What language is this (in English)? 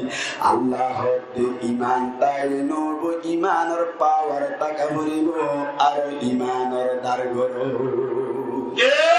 Rohingya